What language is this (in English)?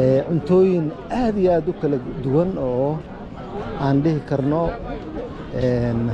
Somali